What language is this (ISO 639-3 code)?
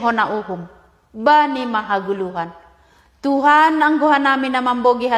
bts